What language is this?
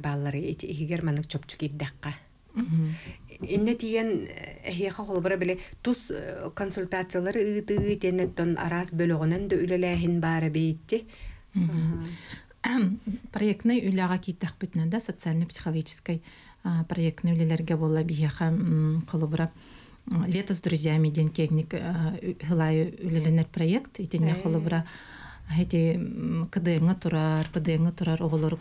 Yakut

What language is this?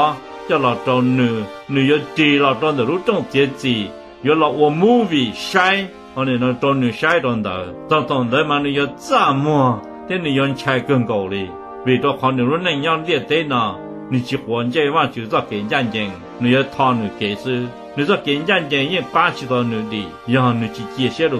Hmong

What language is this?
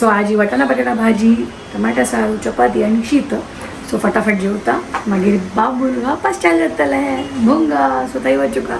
Konkani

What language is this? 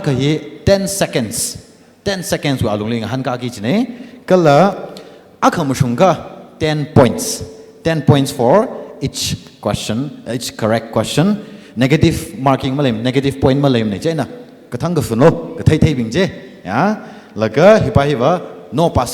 Tangkhul Naga (India)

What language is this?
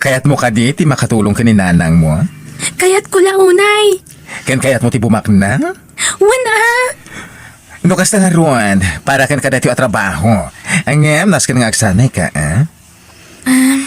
Iloko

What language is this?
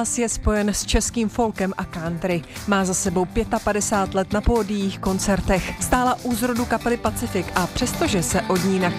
Czech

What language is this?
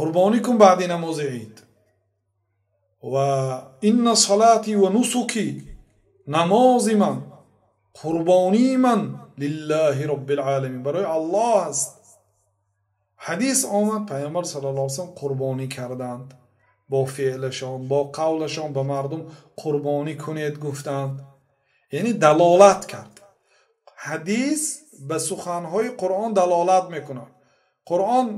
Persian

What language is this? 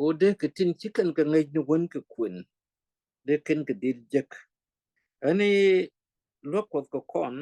Nuer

